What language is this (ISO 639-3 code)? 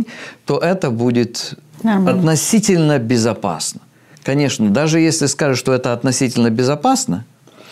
rus